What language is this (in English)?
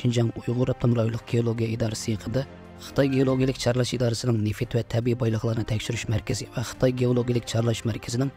Uyghur